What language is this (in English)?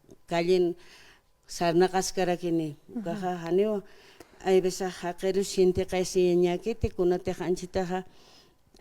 Aymara